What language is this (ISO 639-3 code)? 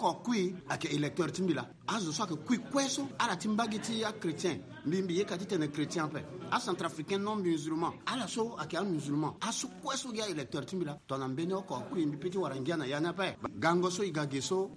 sag